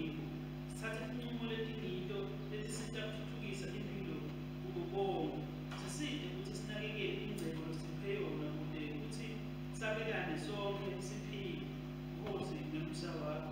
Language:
Swati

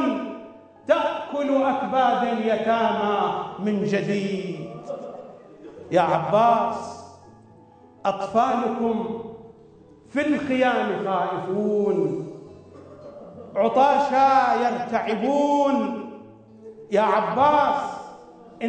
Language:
Arabic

